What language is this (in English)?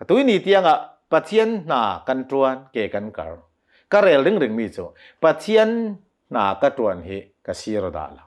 Hakha Chin